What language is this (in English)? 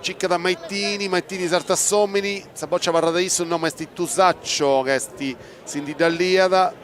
Sardinian